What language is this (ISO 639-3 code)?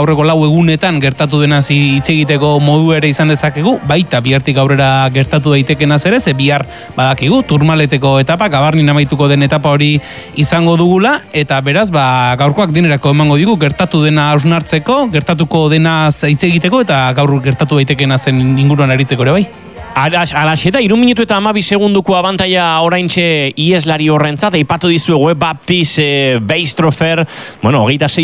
eus